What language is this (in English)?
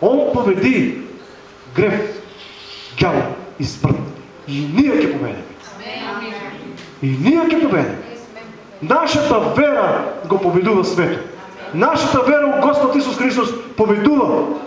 Macedonian